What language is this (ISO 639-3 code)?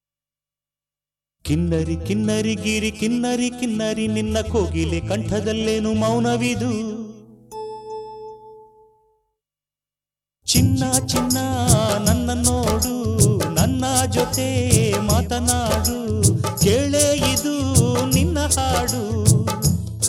kan